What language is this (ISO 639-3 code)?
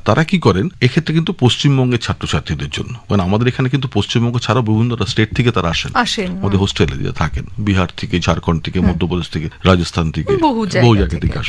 ben